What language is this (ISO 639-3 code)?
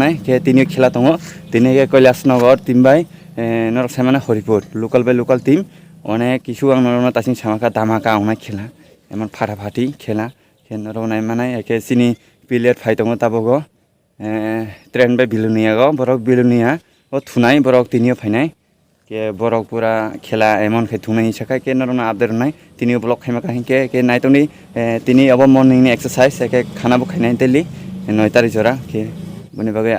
trp